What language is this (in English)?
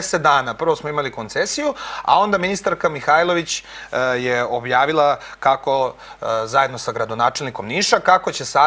Serbian